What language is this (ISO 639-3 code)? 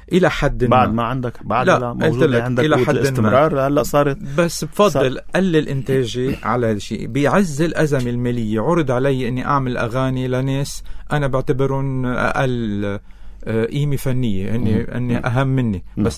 apc